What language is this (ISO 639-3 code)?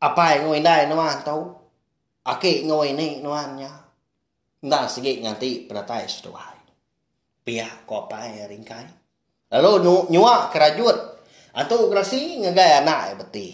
iba